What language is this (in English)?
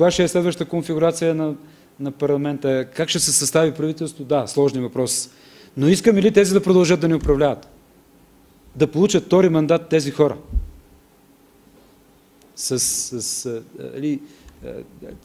Bulgarian